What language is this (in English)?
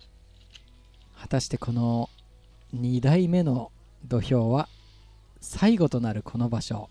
Japanese